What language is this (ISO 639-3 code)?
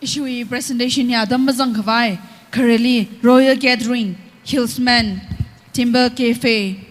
nmf